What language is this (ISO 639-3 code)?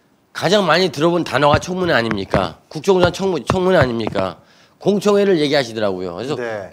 kor